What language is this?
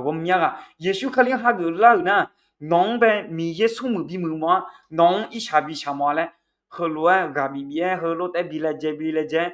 Akha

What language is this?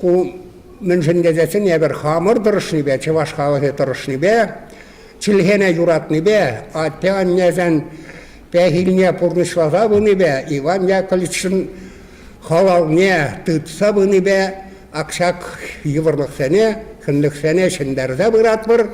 Chuvash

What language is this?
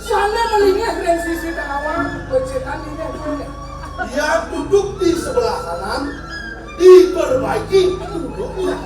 Balinese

